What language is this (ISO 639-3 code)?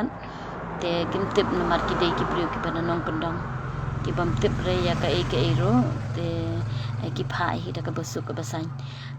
kha